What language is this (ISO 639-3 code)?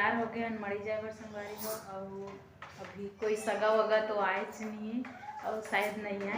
hne